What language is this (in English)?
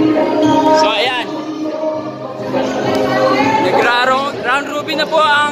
Filipino